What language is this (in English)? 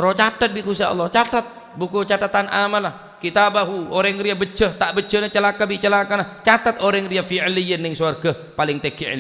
Madurese